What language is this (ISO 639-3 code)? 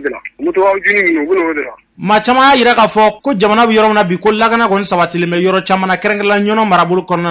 bam